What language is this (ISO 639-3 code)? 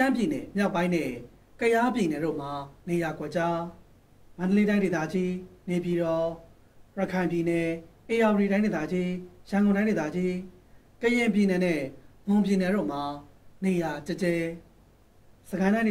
mya